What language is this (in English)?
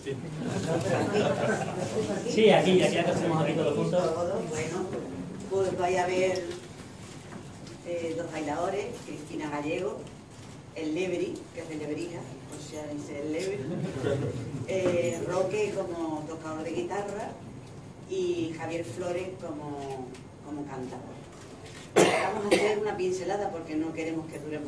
Spanish